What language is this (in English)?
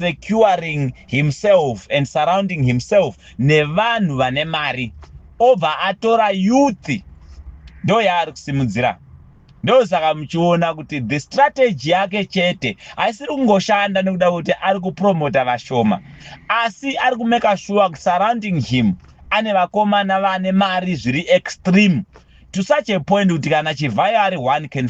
Shona